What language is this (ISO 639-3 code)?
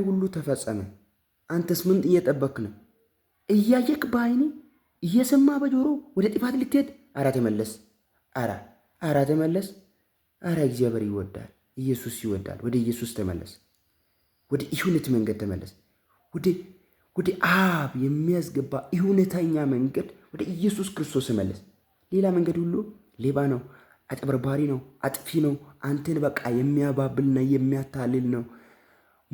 amh